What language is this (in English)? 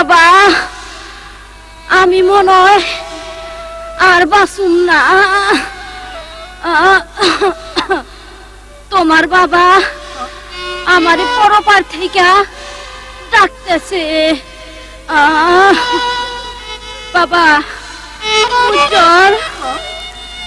Bangla